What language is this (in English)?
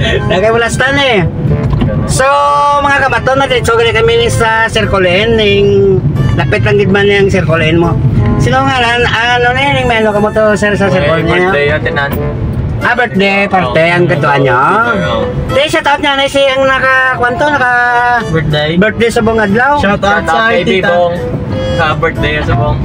Hiligaynon